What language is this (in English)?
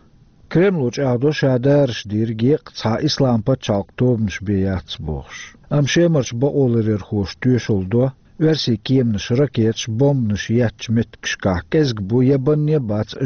Chechen